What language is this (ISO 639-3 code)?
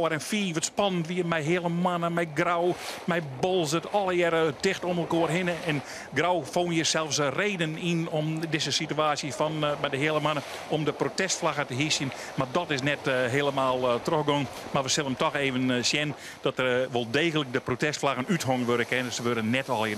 fry